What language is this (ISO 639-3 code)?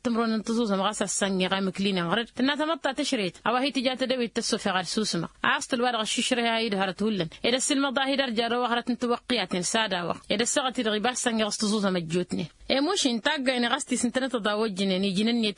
taq